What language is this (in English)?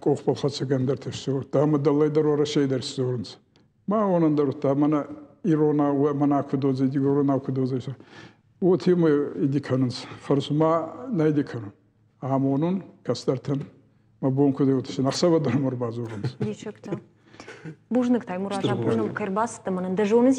Ossetic